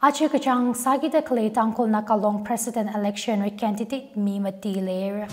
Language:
Tangkhul Naga (India)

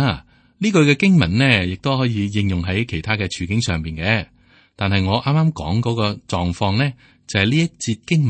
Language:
Cantonese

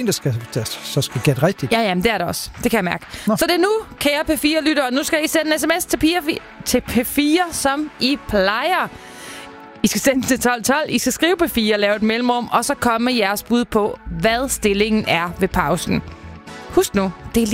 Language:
Danish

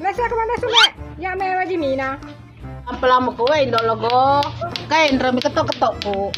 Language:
Buginese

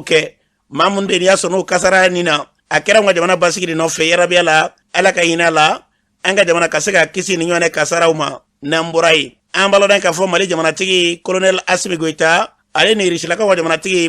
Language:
Bambara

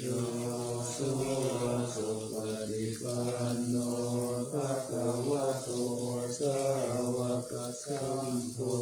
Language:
Pali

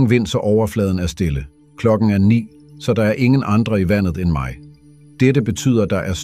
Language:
Danish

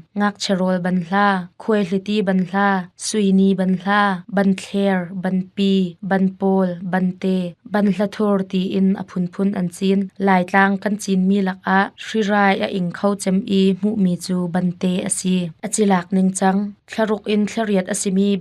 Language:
Hakha Chin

